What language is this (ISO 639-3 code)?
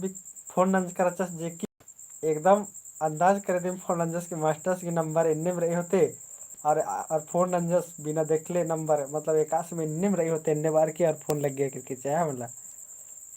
kru